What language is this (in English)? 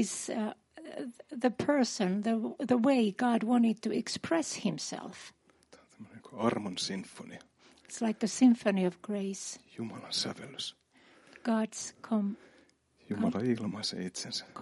Finnish